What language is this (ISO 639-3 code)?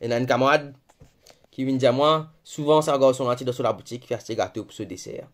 mfe